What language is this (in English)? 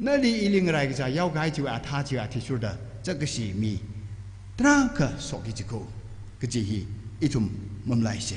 Tangkhul Naga (India)